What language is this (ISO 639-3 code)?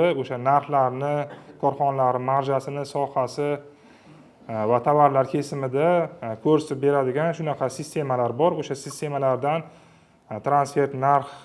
uzb